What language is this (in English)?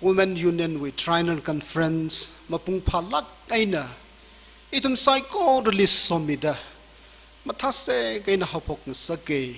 Tangkhul Naga (India)